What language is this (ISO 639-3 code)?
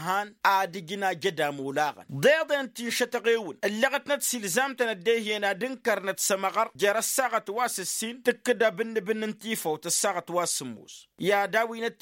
taq